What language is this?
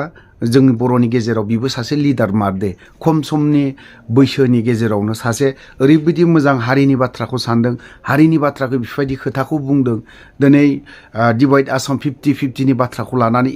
Bodo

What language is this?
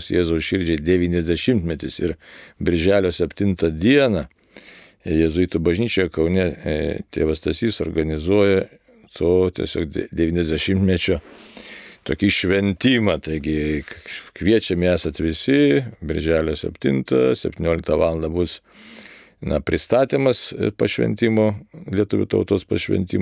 Lithuanian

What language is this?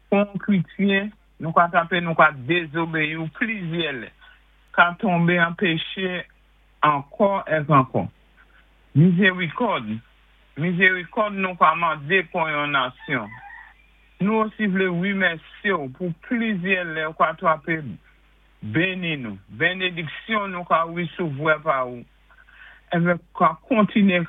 Saint Lucian Creole French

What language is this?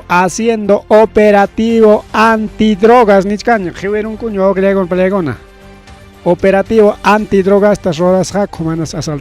Ayacucho Quechua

